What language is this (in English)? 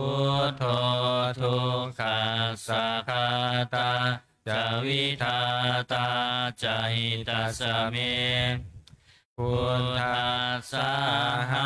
Pali